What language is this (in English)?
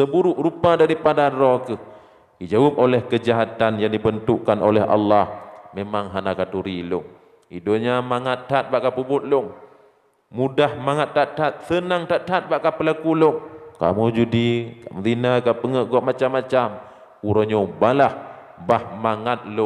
Achinese